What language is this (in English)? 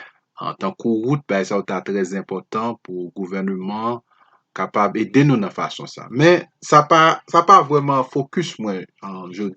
Haitian Creole